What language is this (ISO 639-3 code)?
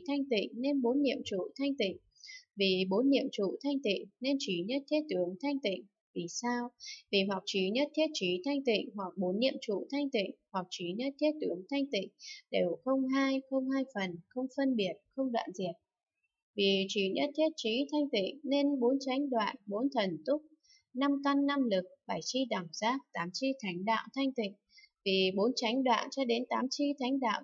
vie